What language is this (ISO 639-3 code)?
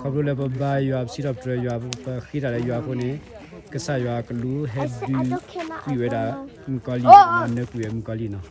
ksw